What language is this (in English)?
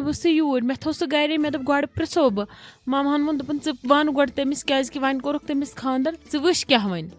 Kashmiri